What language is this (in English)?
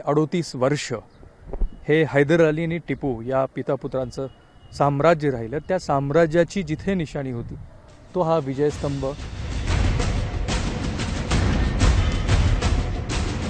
Marathi